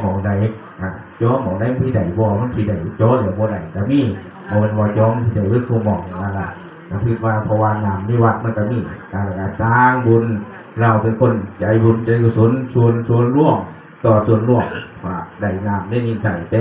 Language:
Northeastern Thai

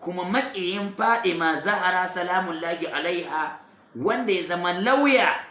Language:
Hausa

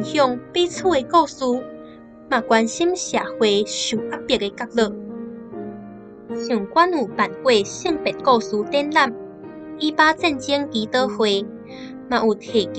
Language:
Min Nan Chinese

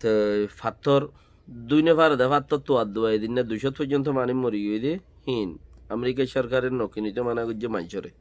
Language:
Rohingya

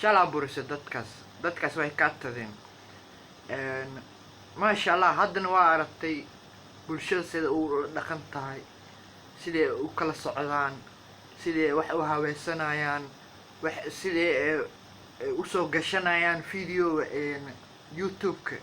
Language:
Somali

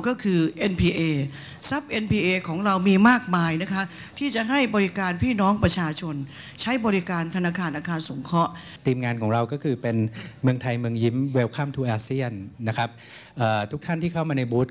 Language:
Thai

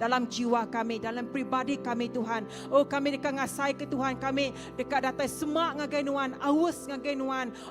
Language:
Iban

